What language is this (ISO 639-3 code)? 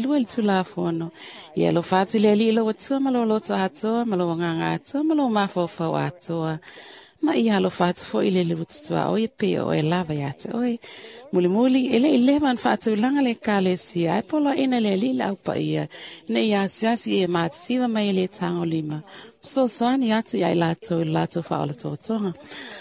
smo